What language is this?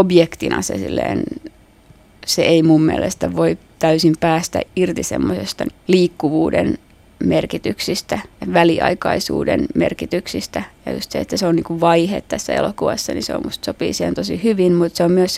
Finnish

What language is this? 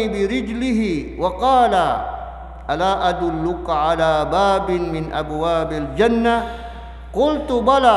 Maranao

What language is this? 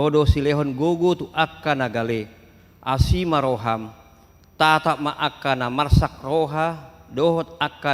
Batak Toba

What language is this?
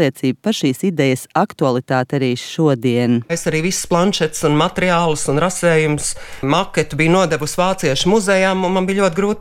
Latvian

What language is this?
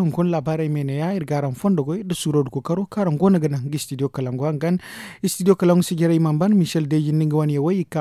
Zarma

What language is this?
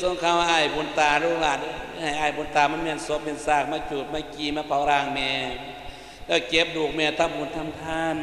Lao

